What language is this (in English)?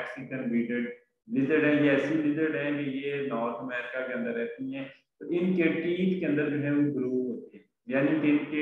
Hindi